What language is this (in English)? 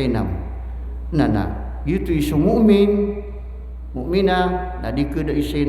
Maranao